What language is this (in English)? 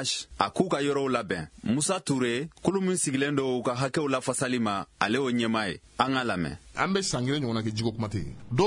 Bambara